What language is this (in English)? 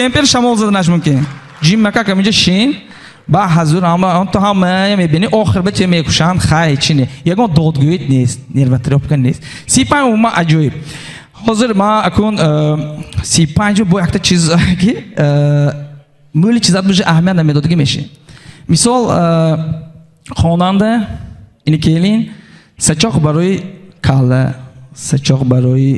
Tajik